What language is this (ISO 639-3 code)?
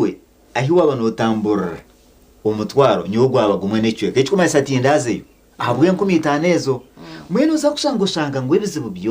nyn